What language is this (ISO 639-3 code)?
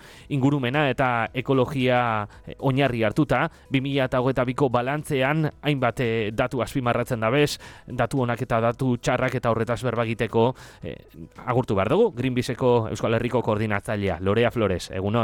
eus